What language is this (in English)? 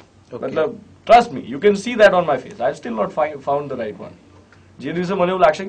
Gujarati